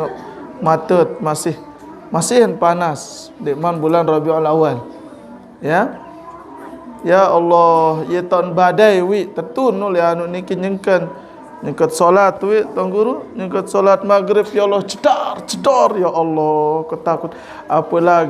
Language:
Sasak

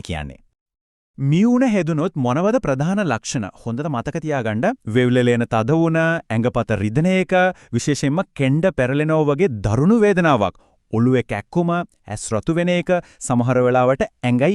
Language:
Sinhala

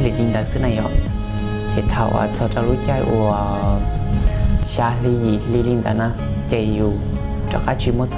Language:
Hmong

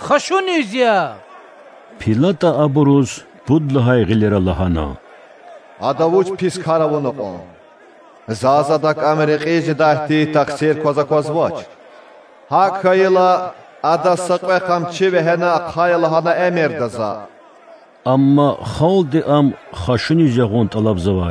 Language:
Lezghian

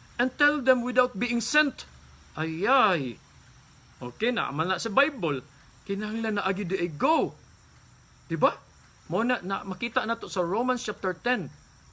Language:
Cebuano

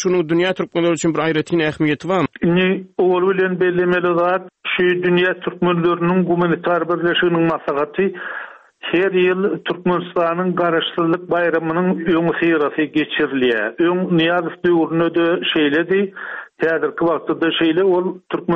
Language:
Turkmen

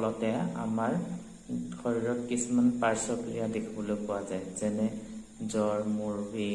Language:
Assamese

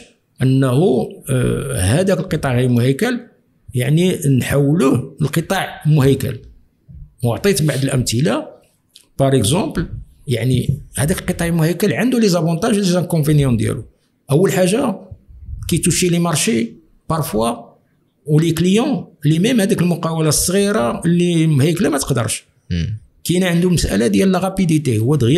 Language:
Moroccan Arabic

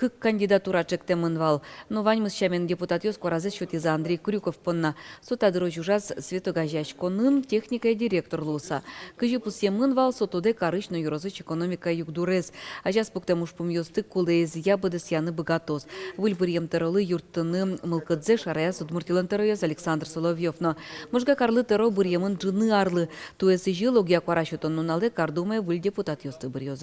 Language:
Udmurt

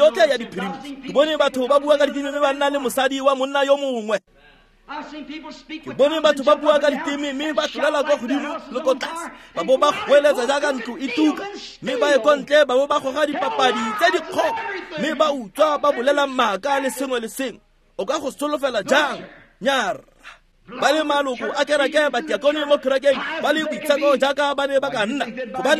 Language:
Tswana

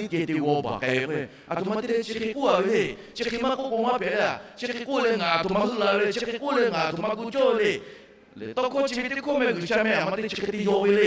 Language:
Lahu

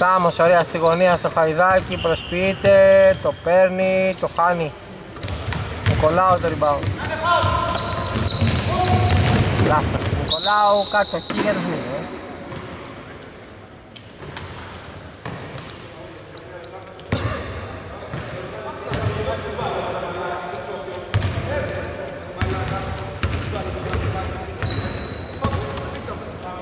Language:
Greek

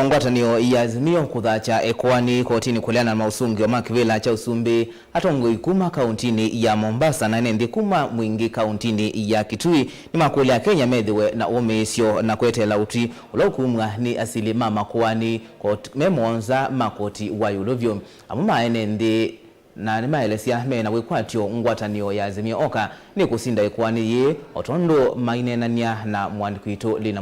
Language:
Kamba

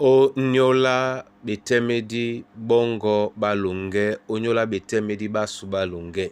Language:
Duala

